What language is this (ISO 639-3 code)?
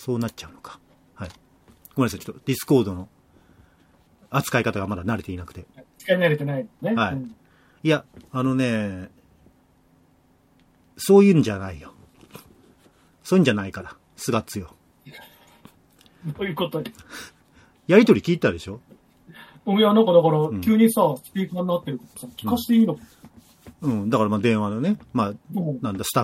jpn